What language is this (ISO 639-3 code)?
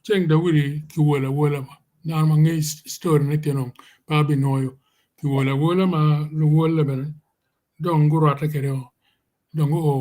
ach